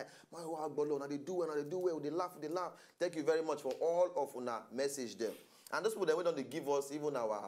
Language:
Nigerian Pidgin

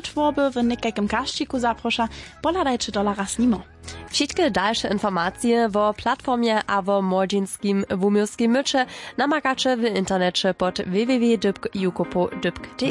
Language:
Upper Sorbian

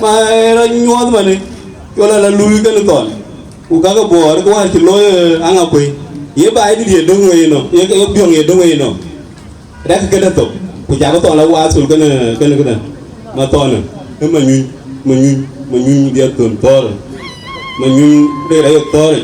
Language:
Dinka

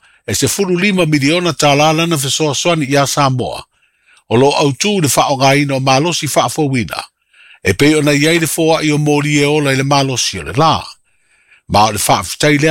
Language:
Samoan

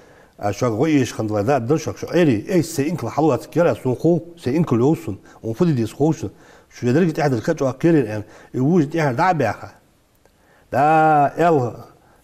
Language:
Ingush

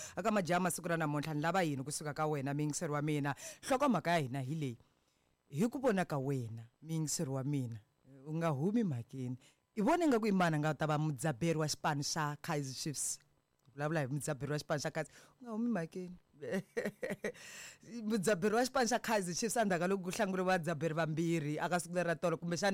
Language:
Tsonga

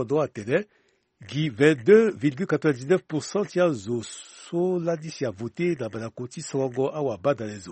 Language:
Sango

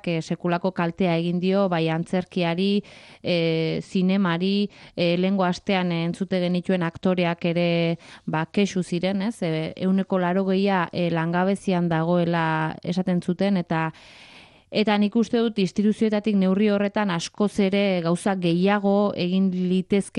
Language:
Basque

